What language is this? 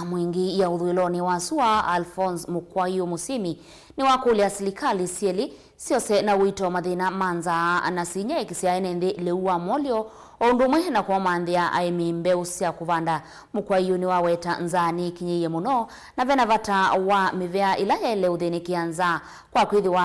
Kamba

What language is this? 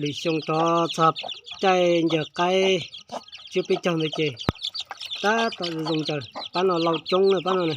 Hmong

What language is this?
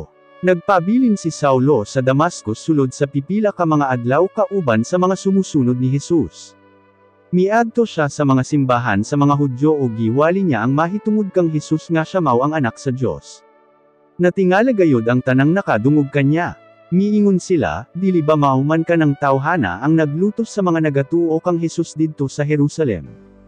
Cebuano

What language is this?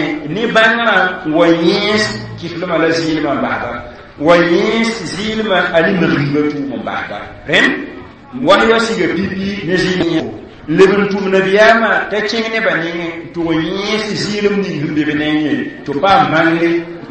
Mossi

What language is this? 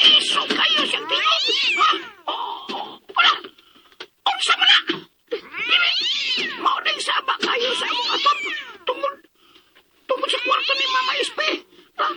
Cebuano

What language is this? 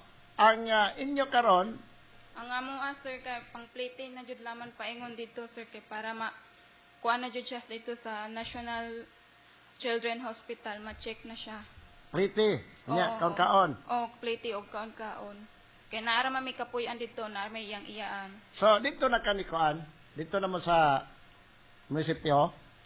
Cebuano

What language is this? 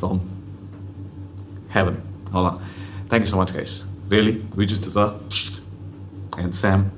Tamil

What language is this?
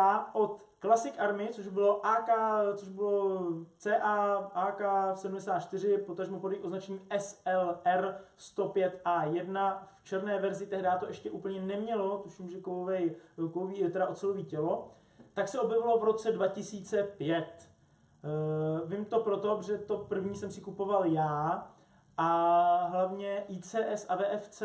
Czech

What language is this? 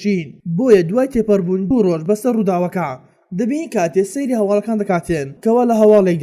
Central Kurdish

